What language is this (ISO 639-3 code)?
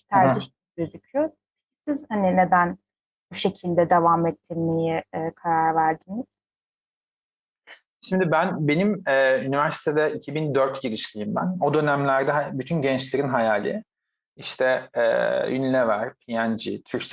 tur